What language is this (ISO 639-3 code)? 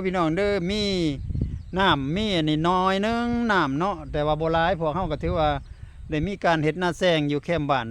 lao